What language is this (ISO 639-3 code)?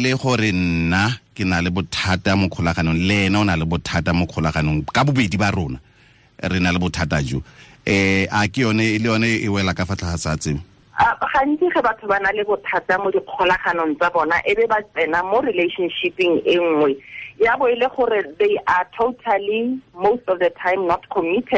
tsn